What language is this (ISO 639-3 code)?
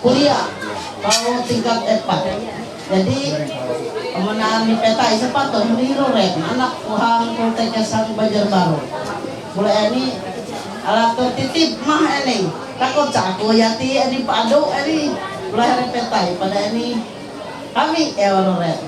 mhy